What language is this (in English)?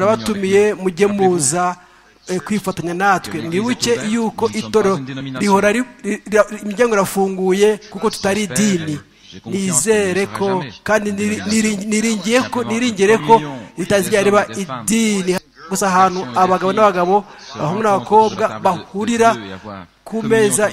Kinyarwanda